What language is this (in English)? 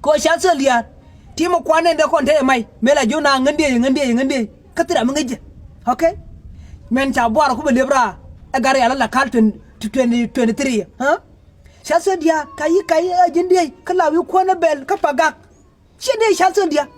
Nuer